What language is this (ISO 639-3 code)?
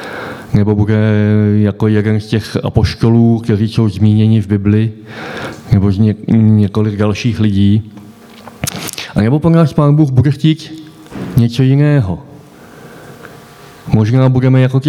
ces